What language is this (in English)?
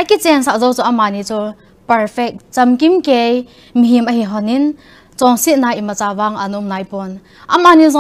Thado Chin